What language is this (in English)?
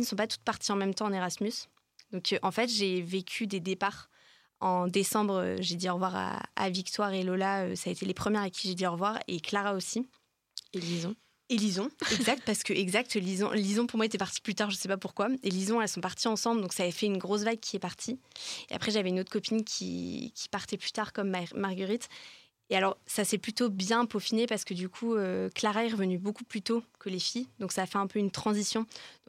French